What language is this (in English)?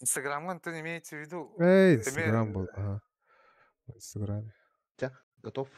Yakut